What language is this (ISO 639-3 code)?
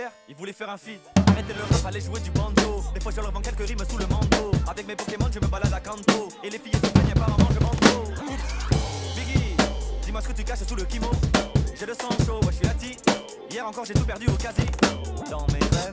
fra